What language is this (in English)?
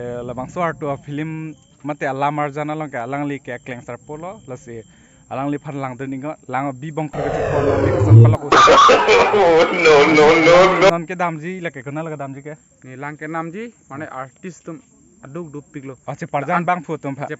Karbi